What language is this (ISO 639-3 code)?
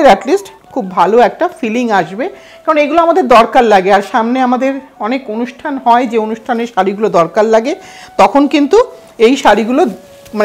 ben